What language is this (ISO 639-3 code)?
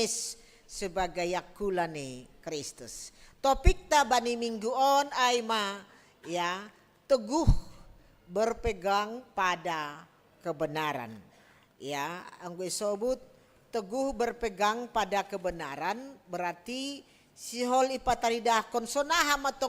bts